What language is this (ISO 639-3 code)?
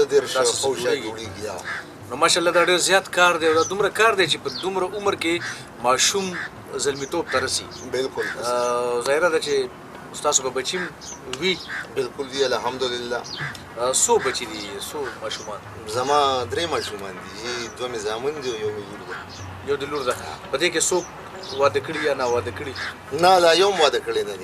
pus